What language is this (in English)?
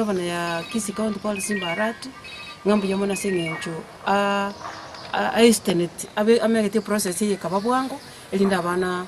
Gusii